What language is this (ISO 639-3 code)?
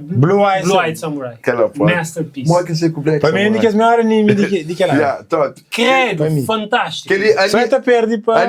kea